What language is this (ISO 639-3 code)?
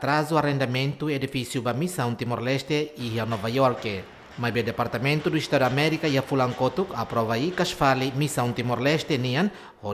tet